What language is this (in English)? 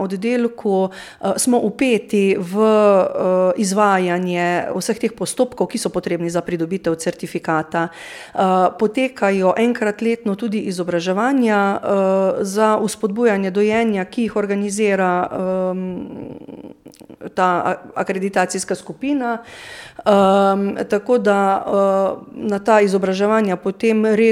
Slovenian